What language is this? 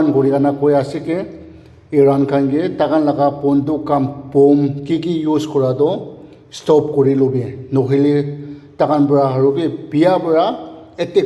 Naga Pidgin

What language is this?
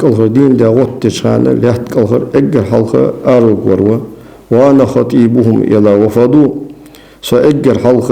Ingush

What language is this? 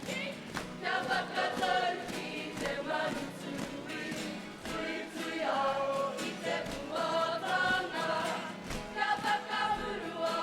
Māori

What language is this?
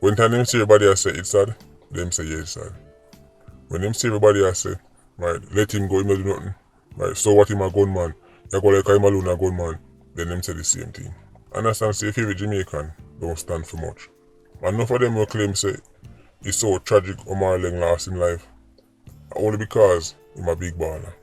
Jamaican Creole English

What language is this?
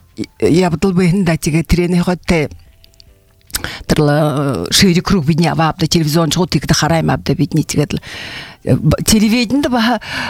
Buriat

